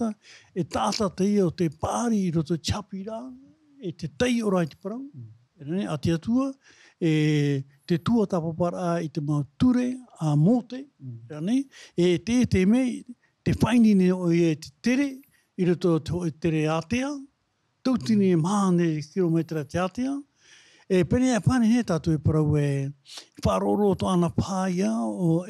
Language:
Tahitian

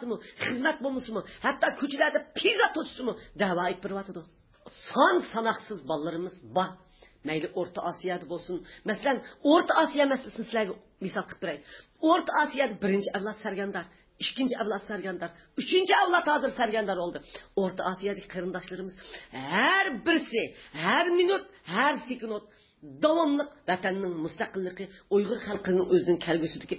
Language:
Uyghur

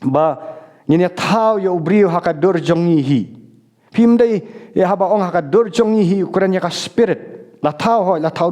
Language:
Khasi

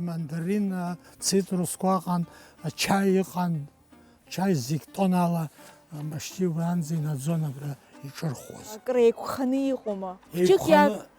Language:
Abkhazian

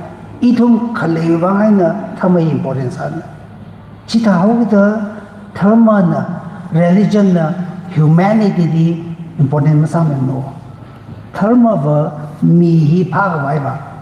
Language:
Tangkhul Naga (India)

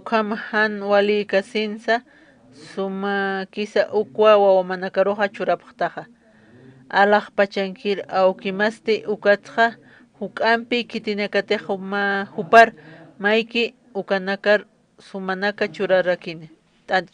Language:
Aymara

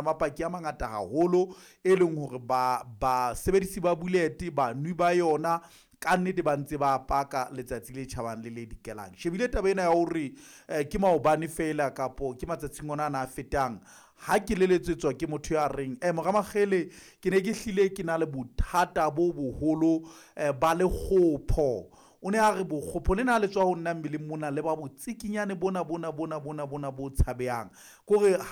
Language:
Southern Sotho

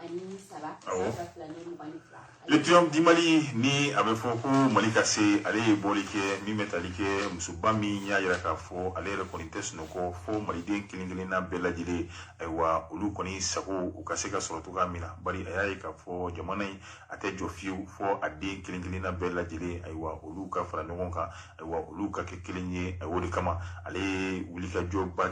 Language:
Bambara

